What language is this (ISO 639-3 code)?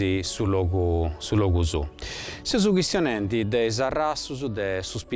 srd